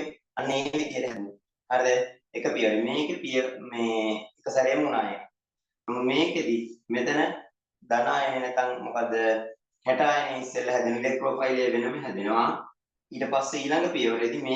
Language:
Sinhala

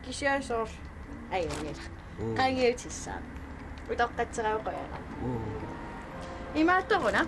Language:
Kalaallisut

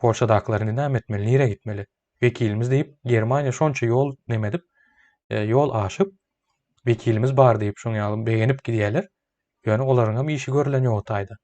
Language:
Turkmen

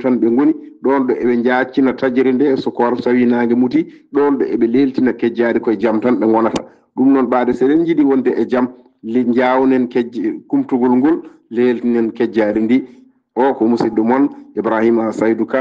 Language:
Fula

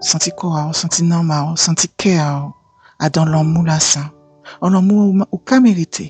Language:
Guadeloupean Creole French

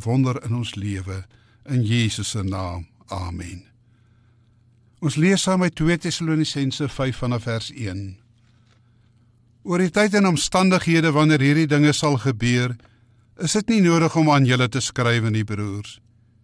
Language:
Afrikaans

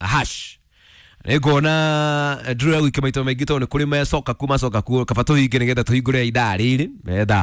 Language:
Kikuyu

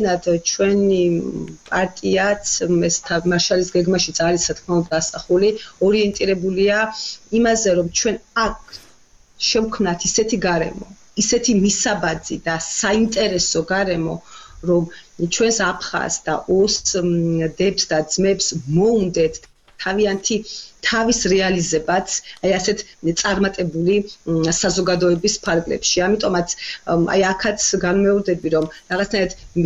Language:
Georgian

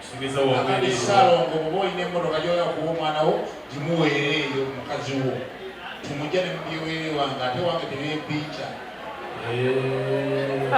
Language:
Ganda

